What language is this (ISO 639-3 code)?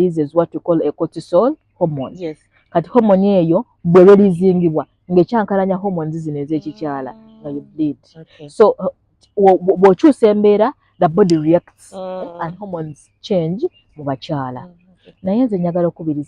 lug